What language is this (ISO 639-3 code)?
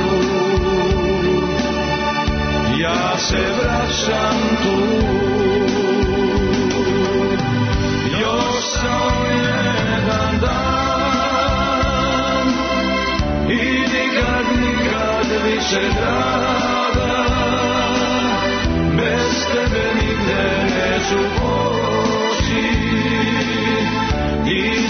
srp